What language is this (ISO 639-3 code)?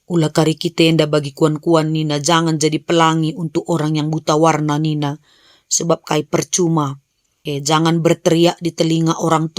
btx